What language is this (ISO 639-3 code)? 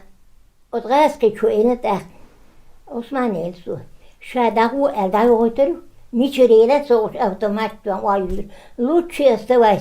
che